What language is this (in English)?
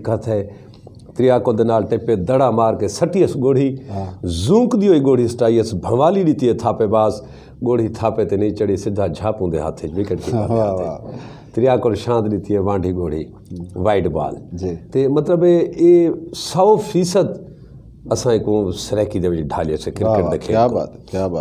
Saraiki